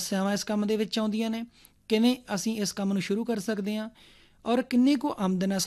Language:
Punjabi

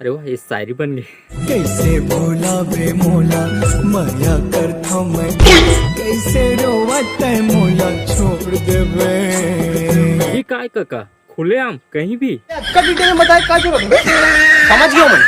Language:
Chhattisgarhi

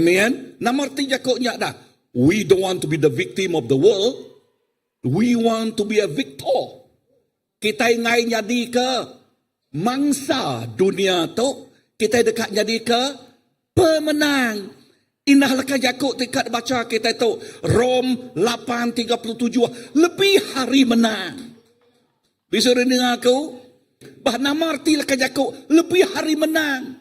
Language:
Iban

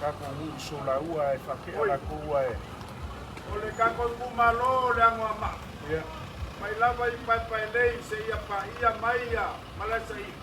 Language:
Samoan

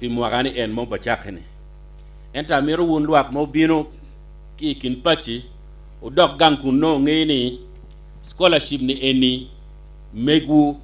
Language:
Acoli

